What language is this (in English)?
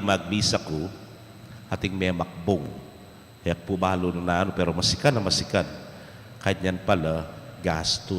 Pampanga